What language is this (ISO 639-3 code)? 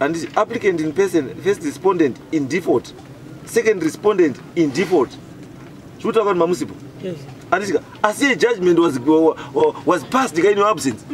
sna